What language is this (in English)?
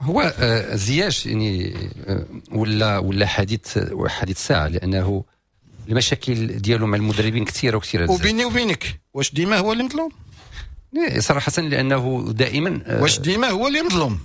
Moroccan Arabic